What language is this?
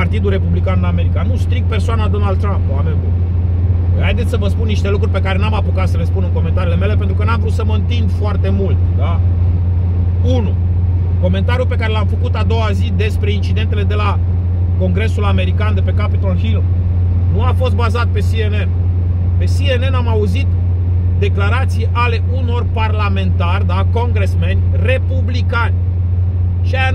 Romanian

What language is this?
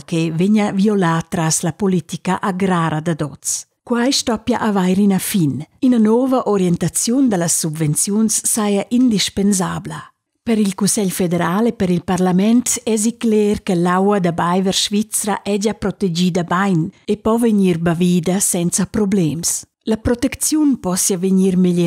Romansh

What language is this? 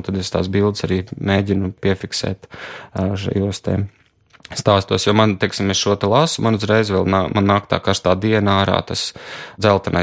Latvian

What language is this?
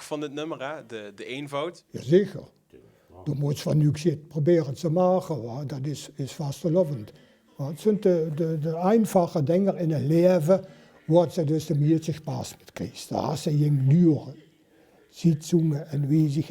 Limburgish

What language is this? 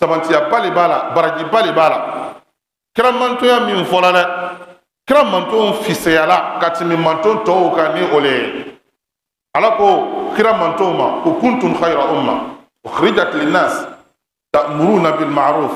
Bambara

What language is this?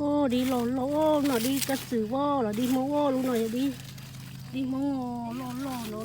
Hmong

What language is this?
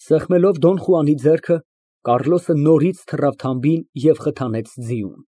Armenian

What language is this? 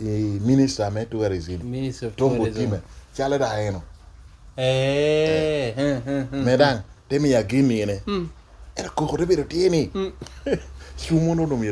Lango (Uganda)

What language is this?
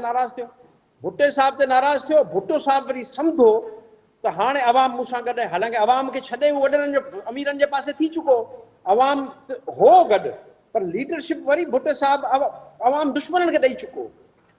Sindhi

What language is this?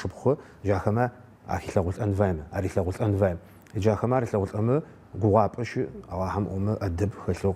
Adyghe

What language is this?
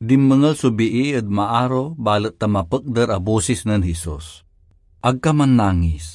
Pangasinan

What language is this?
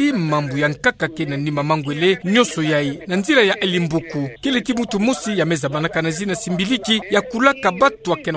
Kituba (Democratic Republic of Congo)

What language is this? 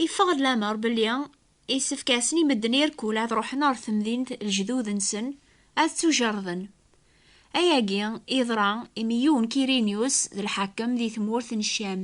Kabyle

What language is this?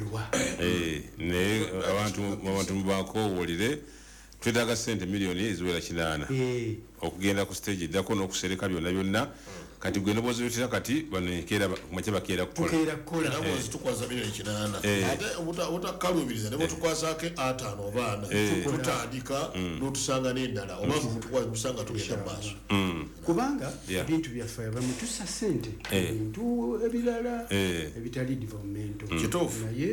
Ganda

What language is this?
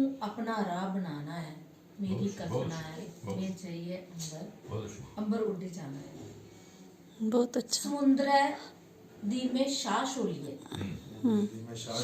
Dogri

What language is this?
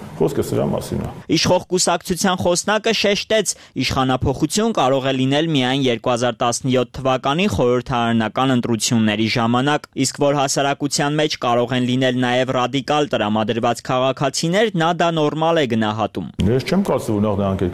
Armenian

